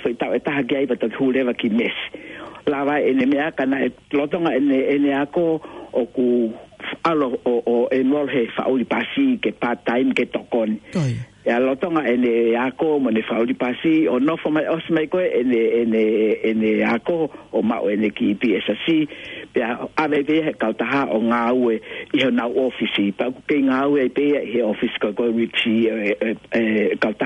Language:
Tongan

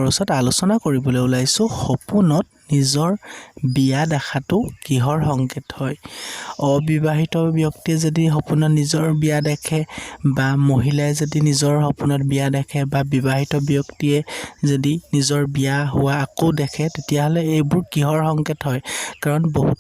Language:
Assamese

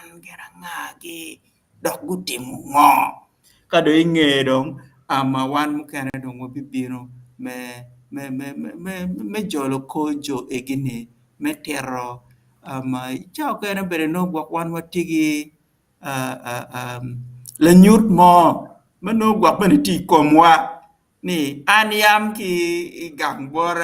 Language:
Acoli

